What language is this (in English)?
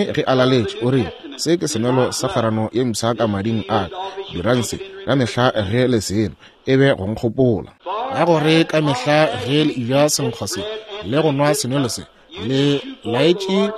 Northern Sotho